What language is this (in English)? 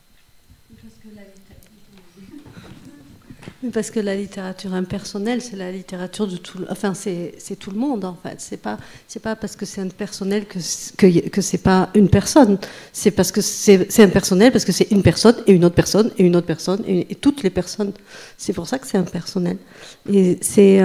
French